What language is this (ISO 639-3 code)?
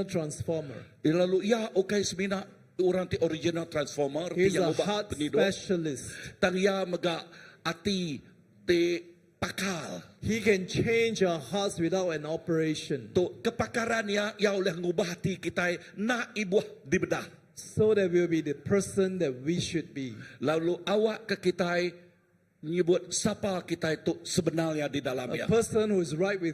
iba